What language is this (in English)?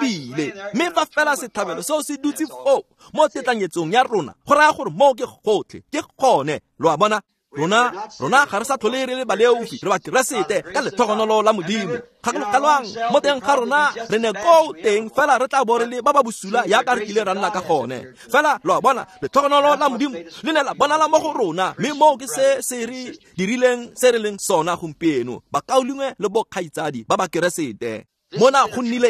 Tswana